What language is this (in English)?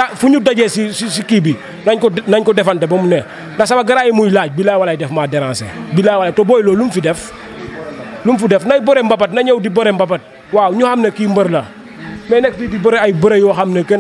Wolof